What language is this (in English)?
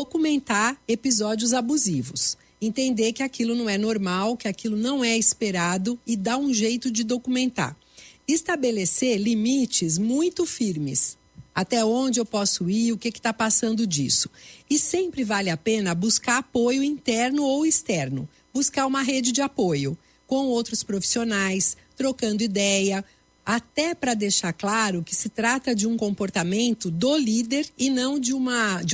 Portuguese